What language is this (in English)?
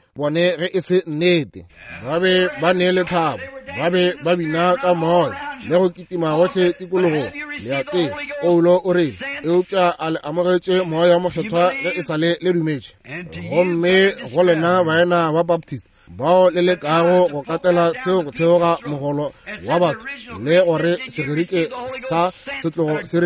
Northern Sotho